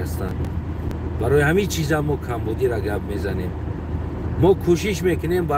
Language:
Tajik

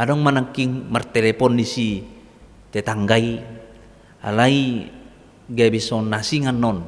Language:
Batak Toba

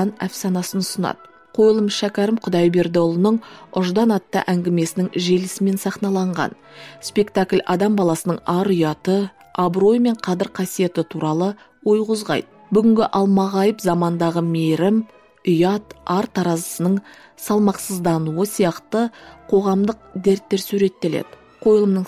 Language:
Kazakh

